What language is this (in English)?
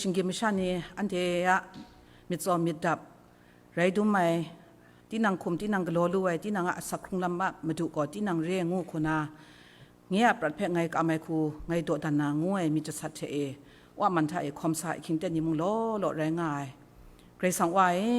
Kachin